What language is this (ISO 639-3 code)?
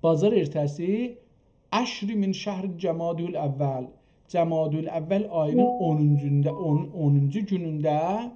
azb